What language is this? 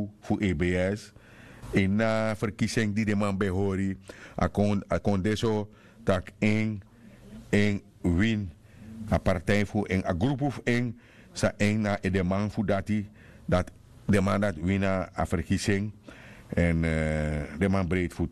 Sranan Tongo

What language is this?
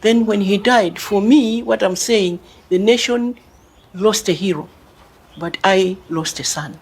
Nyanja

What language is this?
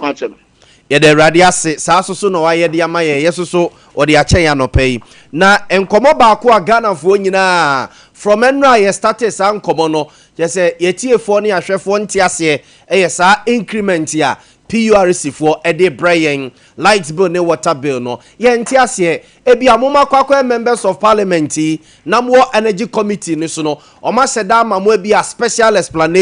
Akan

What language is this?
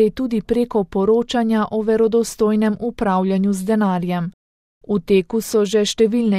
Slovenian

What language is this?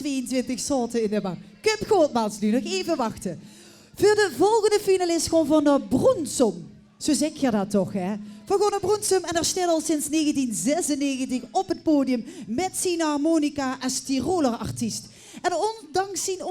Limburgish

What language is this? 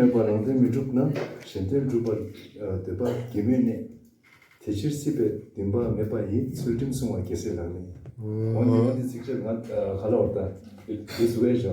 Tibetan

